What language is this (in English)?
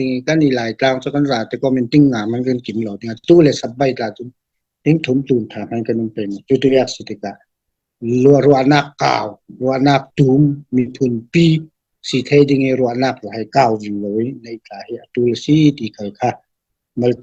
Falam Chin